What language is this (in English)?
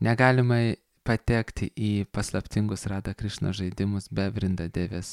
Lithuanian